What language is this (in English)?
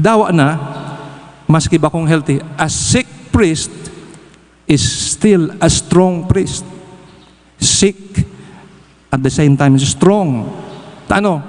Bikol